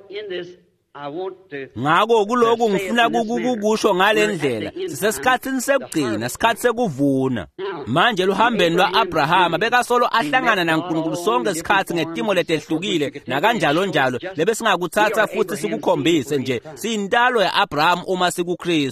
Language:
Swati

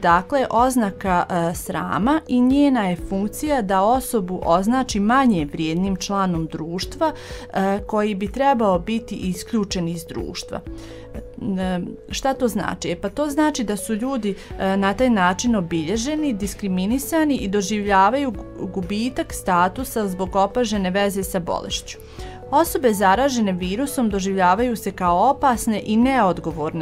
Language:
Bosnian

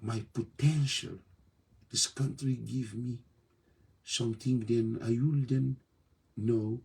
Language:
Kabuverdianu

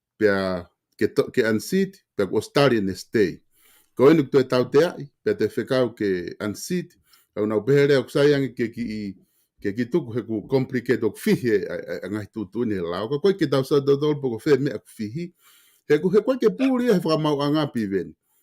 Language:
Tongan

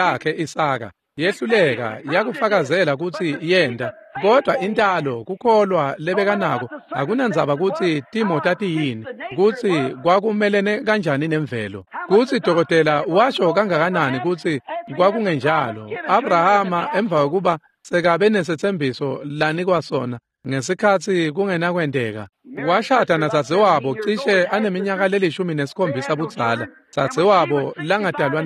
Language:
Swati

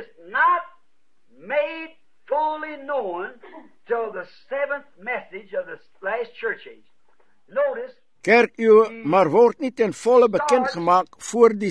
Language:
Afrikaans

